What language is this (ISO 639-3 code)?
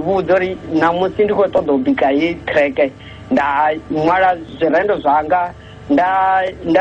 ven